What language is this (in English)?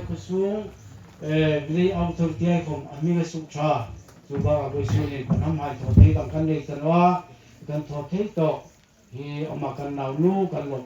Hmar